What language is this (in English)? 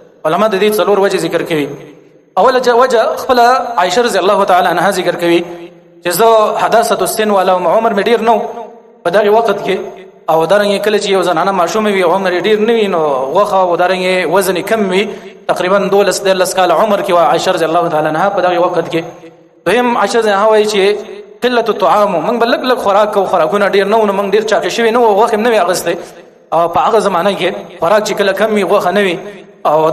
Pashto